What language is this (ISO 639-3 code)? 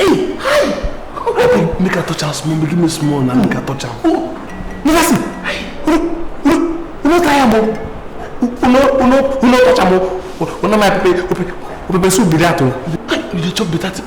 pcm